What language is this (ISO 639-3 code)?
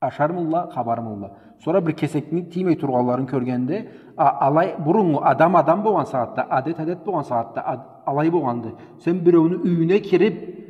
krc